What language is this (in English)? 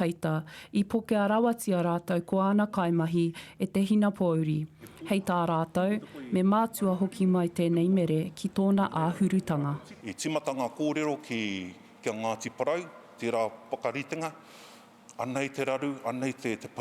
Māori